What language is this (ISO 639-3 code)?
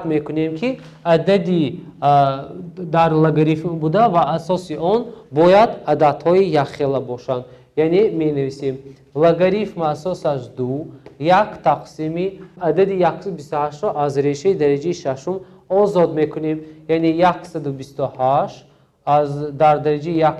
tgk